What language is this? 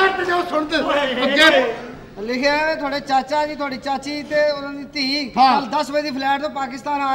Punjabi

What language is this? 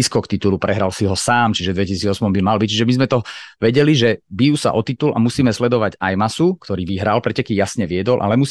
Slovak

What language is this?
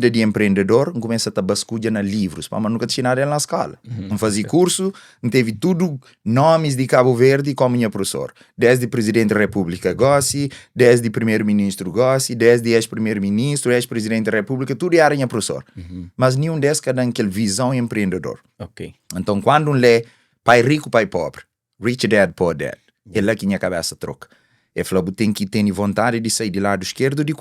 Kabuverdianu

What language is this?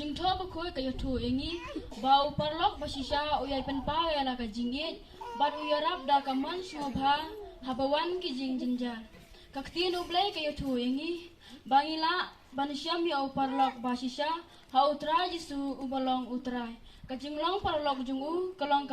Khasi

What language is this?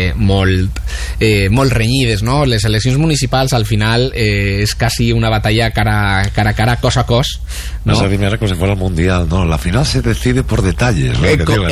Catalan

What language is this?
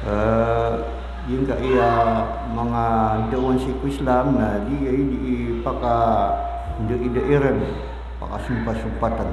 Maranao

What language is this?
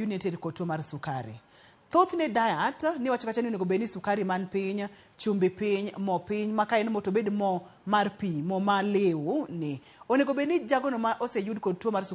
Luo (Kenya and Tanzania)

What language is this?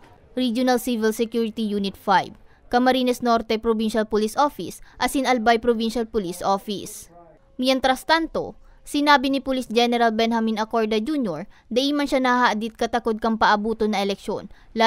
Bikol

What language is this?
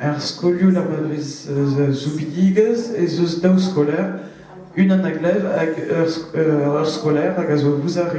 Breton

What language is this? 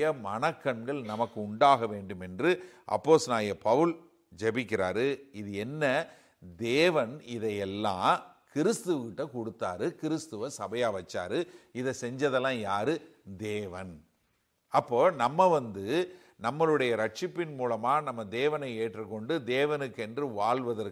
Tamil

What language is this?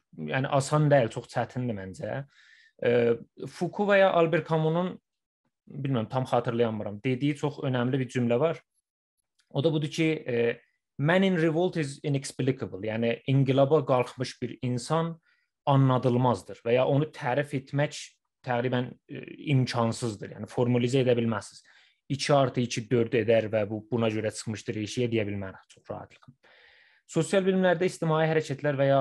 South Azerbaijani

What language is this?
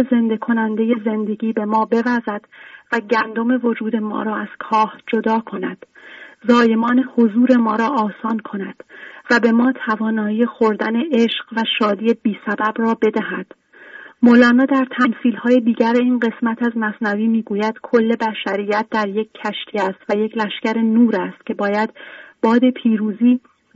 Persian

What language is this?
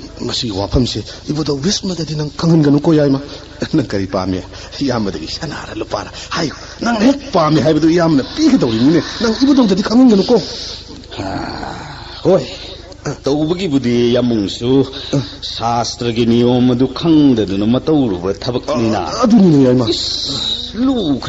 Manipuri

